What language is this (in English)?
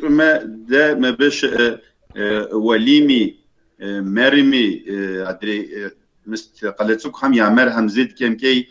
Kabardian